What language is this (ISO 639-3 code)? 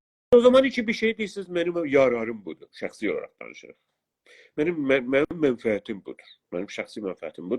azb